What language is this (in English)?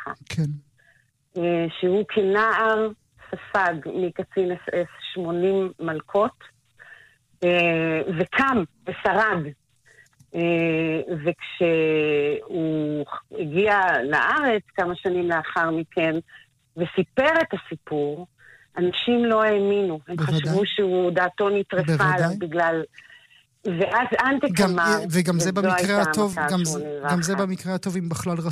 Hebrew